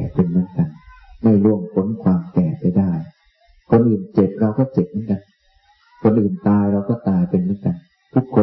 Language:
Thai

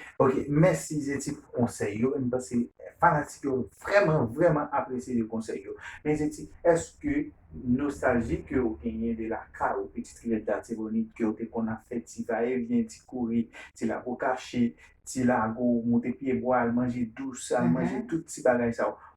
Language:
Haitian Creole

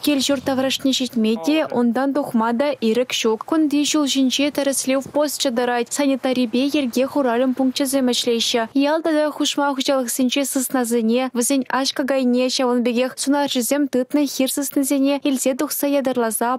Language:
Chuvash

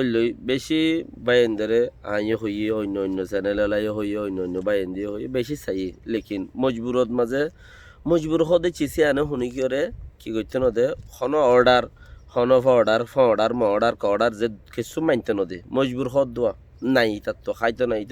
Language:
Rohingya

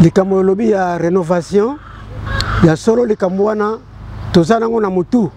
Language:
Lingala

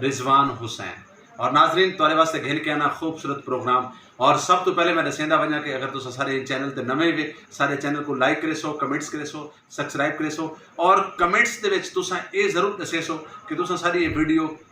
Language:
Saraiki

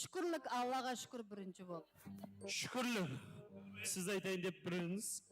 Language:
Kara-Kalpak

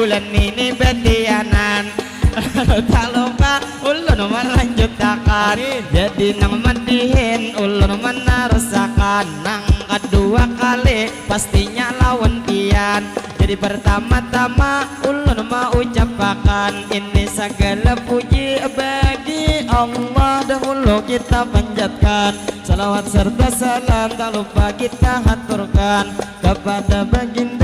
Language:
Banjar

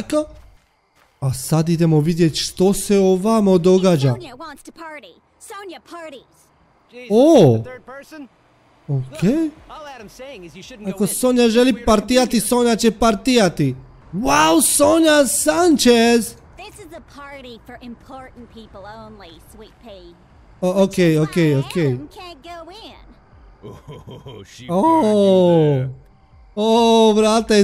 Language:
Croatian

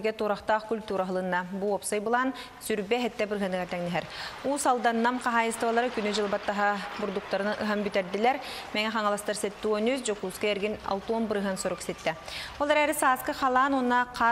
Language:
Yakut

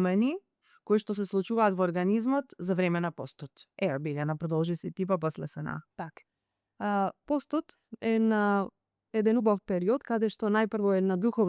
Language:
Macedonian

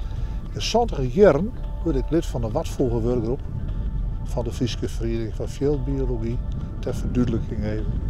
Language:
Western Frisian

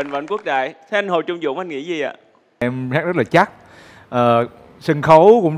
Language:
Vietnamese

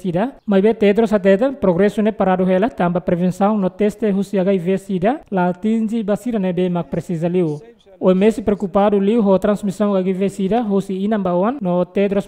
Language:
Tetum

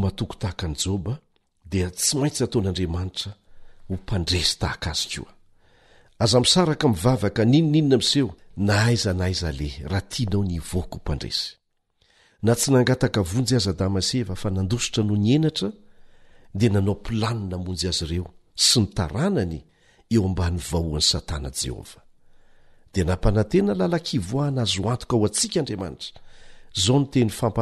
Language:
Malagasy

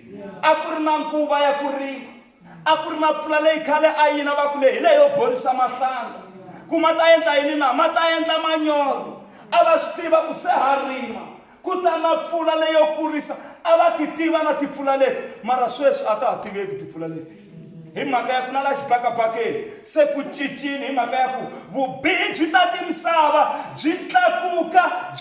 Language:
Tsonga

